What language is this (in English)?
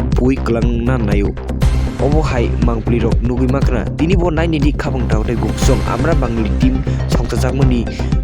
Kok Borok